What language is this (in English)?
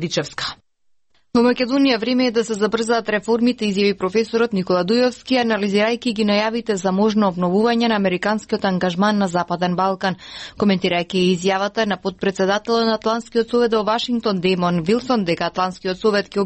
Macedonian